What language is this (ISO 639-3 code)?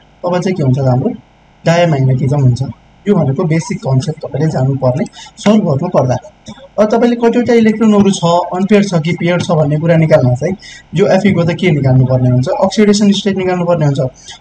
nep